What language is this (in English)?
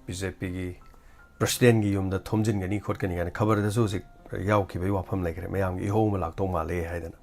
Manipuri